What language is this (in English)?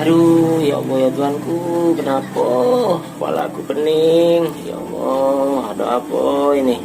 Musi